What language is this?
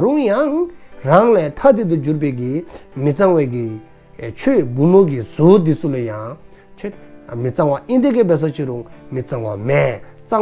Dzongkha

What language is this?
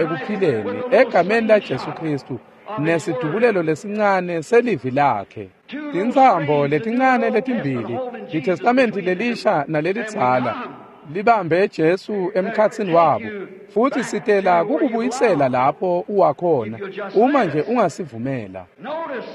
Swati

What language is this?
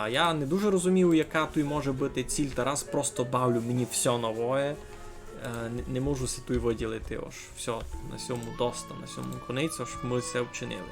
Rusyn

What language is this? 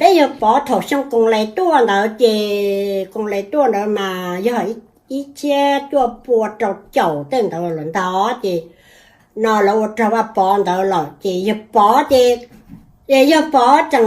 Hmong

